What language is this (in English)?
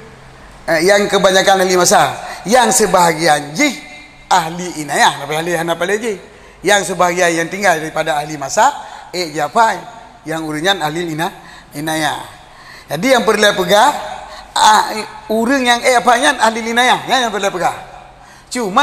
Achinese